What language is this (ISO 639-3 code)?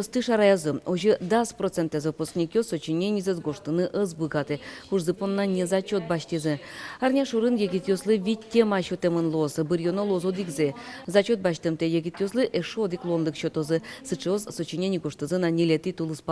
udm